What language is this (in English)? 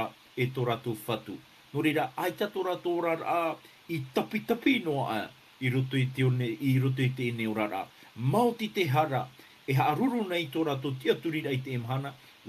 Tahitian